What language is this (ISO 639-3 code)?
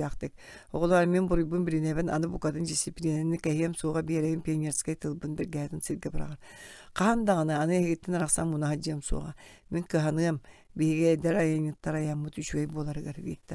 sah